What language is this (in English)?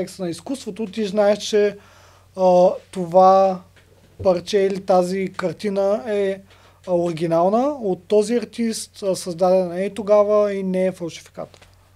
Bulgarian